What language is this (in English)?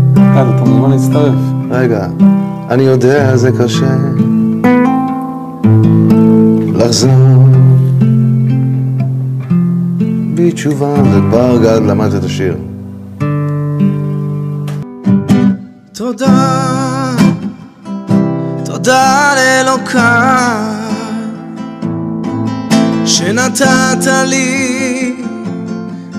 Hebrew